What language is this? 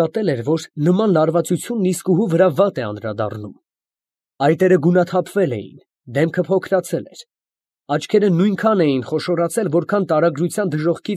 Armenian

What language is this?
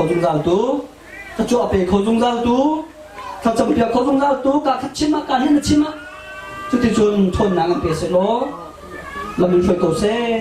Hakha Chin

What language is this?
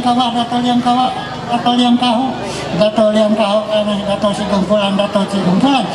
Ma'anyan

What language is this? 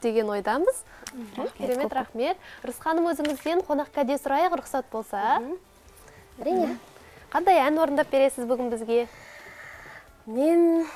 Kazakh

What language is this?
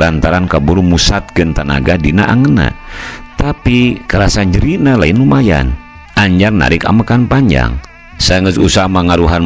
Sundanese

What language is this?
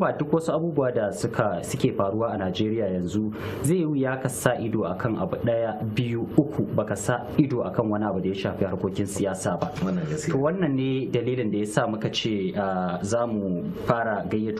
Hausa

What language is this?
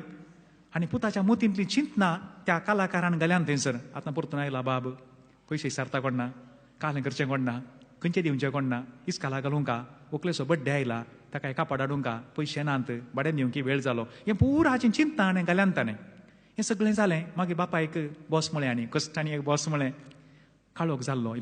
Konkani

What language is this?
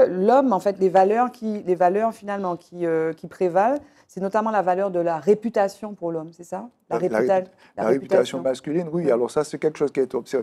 French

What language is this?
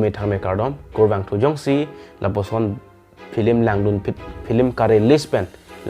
Karbi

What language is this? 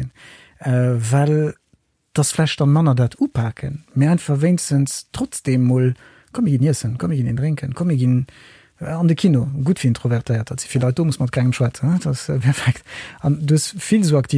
Luxembourgish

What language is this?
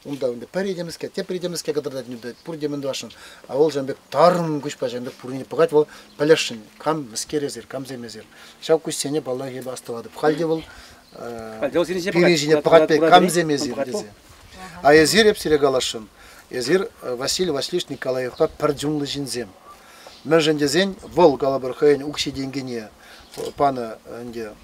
Chuvash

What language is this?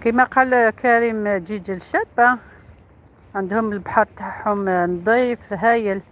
Algerian Arabic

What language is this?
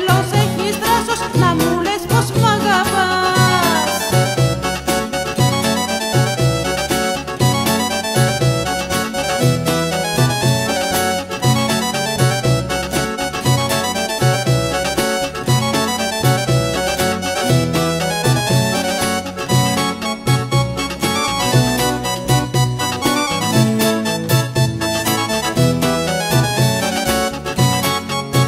Greek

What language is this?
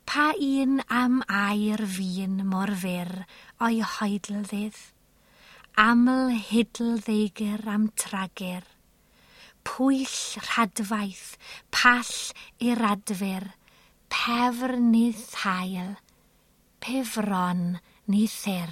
Welsh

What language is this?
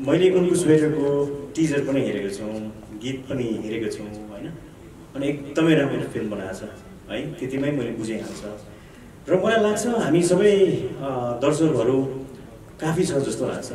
Nepali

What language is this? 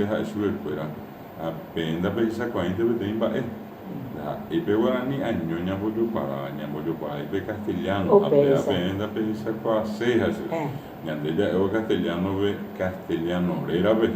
Guarani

